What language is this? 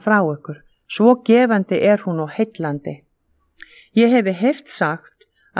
Icelandic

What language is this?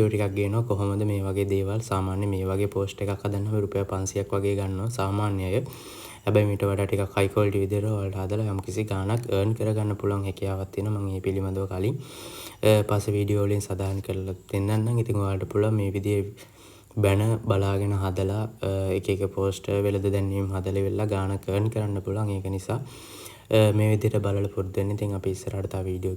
Sinhala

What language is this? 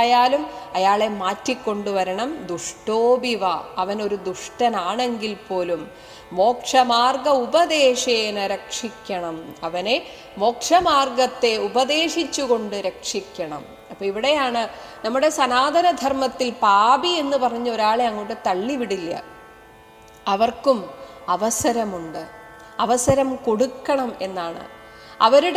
Malayalam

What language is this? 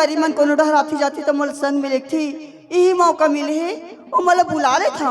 Chhattisgarhi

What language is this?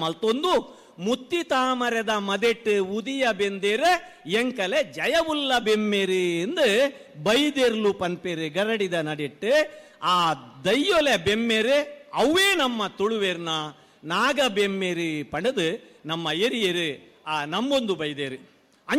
Tulu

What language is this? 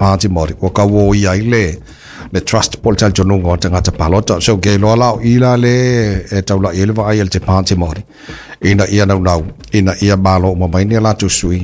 Samoan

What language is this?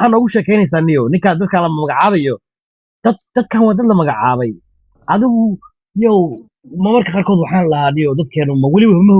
Somali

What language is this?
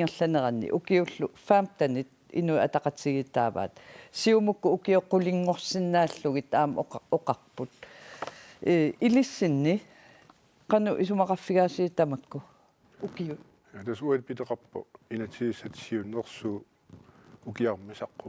Kalaallisut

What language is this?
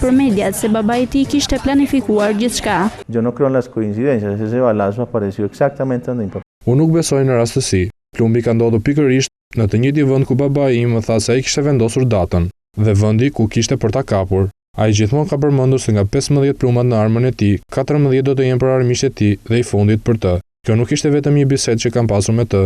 Albanian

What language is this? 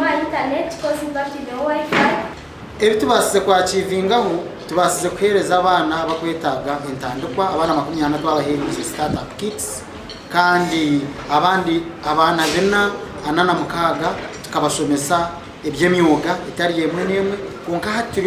Nyankole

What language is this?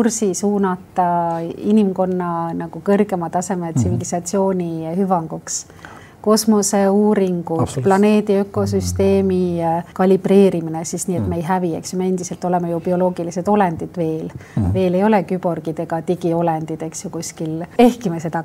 Estonian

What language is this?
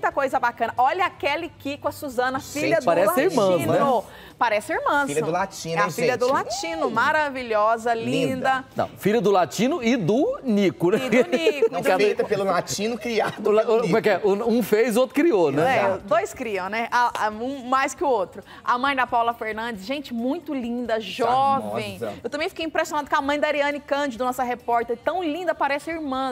Portuguese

